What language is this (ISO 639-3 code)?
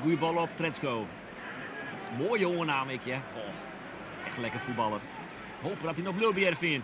fry